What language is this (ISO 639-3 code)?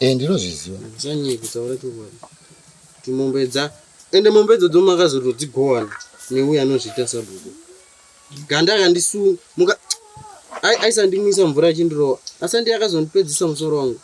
sna